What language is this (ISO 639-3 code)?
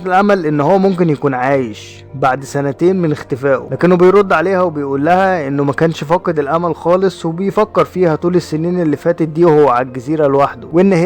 arz